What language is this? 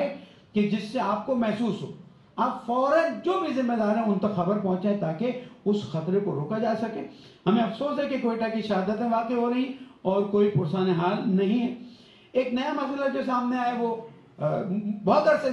Urdu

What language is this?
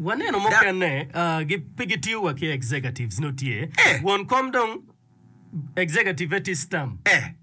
Acoli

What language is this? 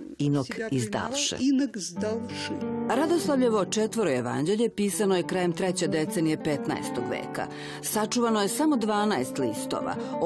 Serbian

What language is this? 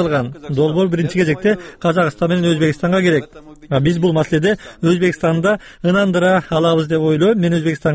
Kyrgyz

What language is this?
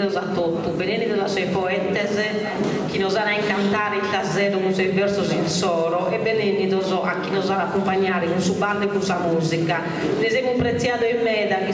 Sardinian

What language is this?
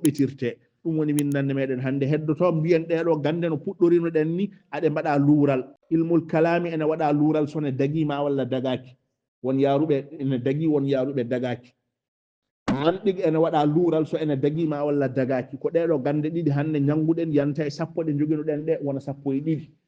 Fula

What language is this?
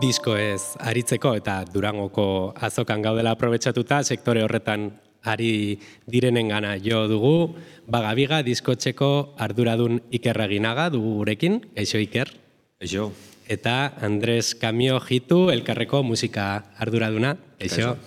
Basque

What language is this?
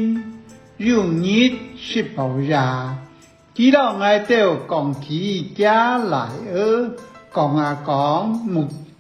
Hakka Chinese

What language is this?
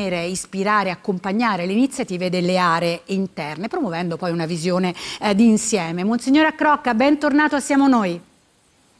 Italian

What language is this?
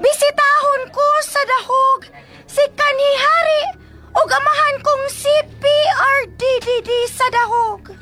Cebuano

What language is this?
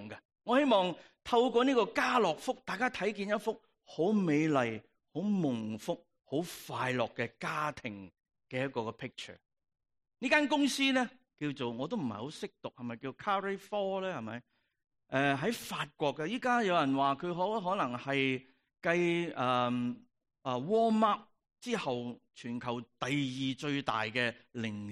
Cantonese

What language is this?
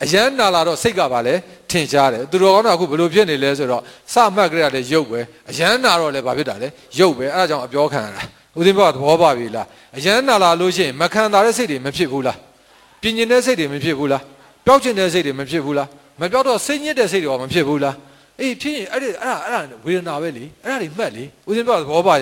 Burmese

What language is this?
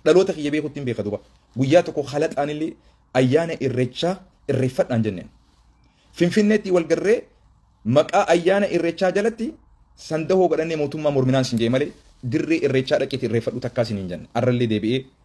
Oromo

